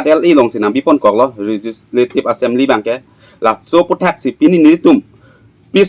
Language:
Karbi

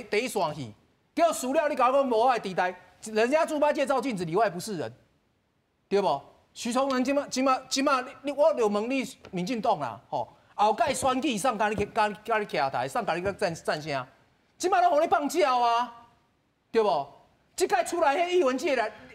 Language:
Min Nan Chinese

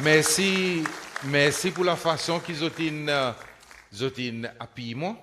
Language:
Seselwa Creole French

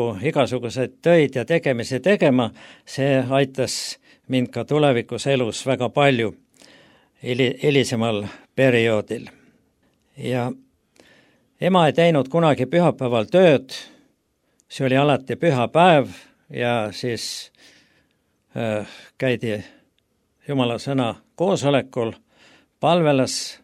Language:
Estonian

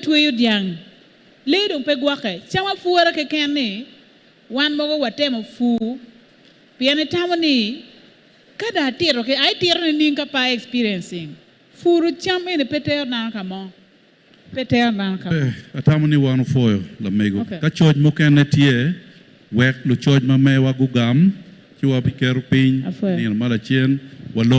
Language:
Acoli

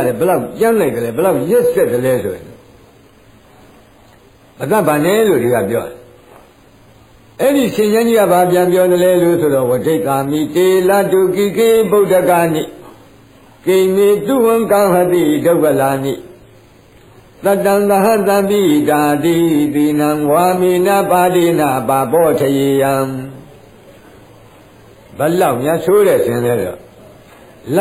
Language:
Burmese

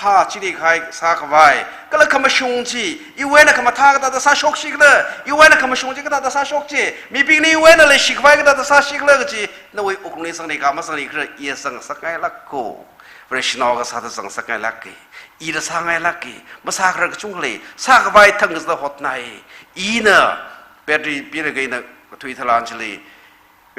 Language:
Tangkhul Naga (India)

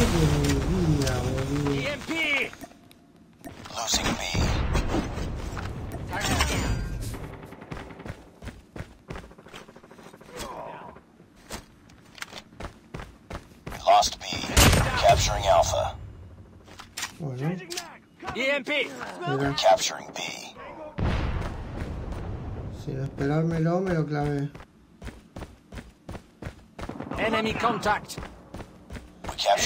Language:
Spanish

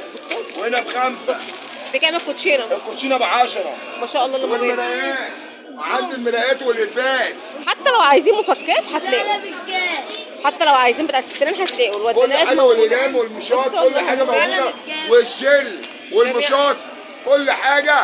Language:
Egyptian Arabic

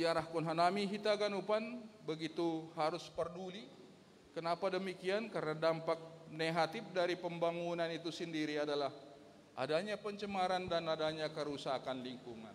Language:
Batak Simalungun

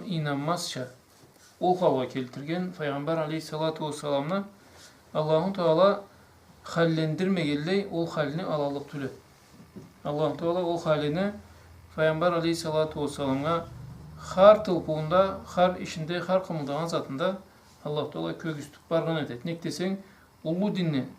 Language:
Karachay-Balkar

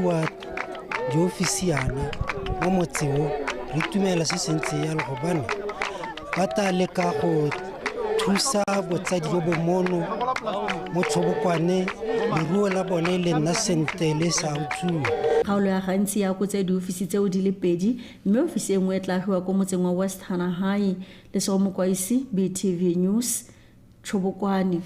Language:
Tswana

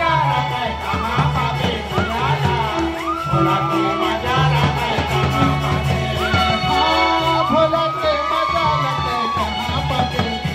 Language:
Chhattisgarhi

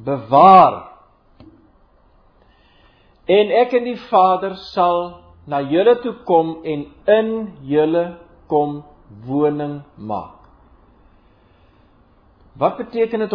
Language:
Afrikaans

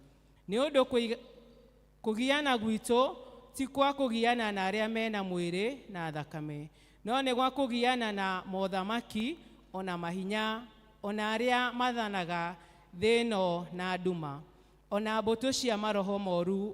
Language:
Kikuyu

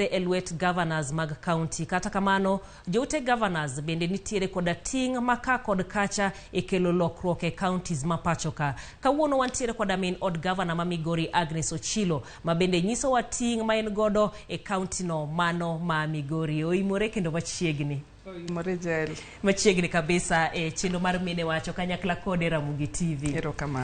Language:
Luo (Kenya and Tanzania)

